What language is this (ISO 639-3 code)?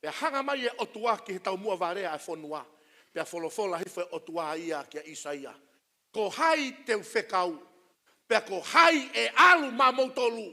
ton